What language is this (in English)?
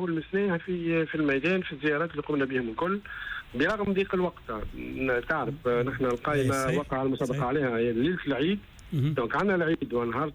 Tunisian Arabic